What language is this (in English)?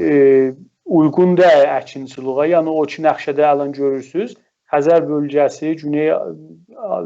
South Azerbaijani